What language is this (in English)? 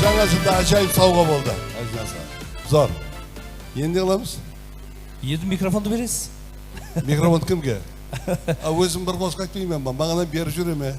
Kara-Kalpak